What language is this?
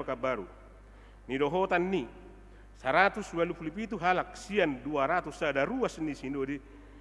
Batak Toba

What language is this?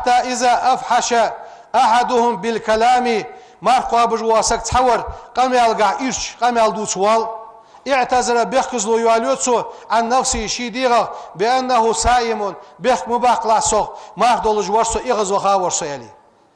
Ingush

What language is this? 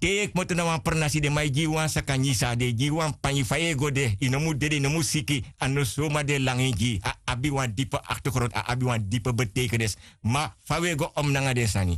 Sranan Tongo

